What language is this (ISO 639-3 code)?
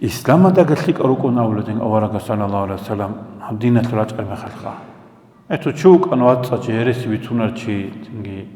ava